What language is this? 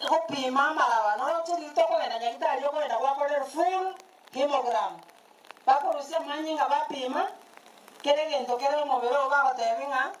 Gusii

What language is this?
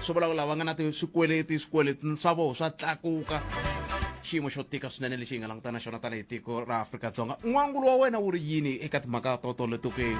Tsonga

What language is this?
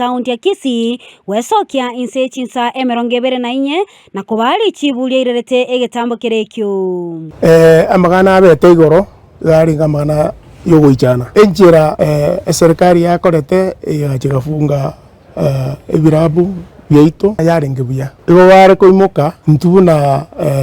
Gusii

